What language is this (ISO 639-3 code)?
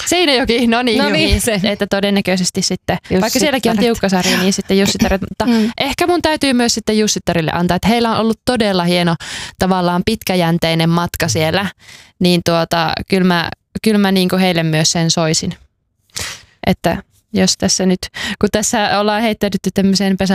fin